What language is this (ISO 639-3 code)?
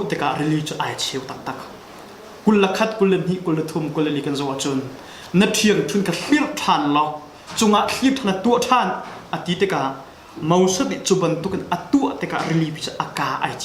cnh